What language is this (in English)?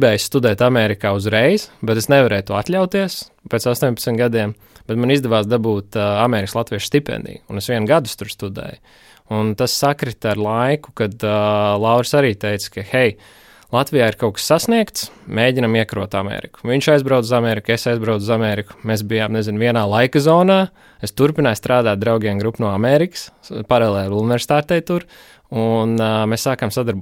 Latvian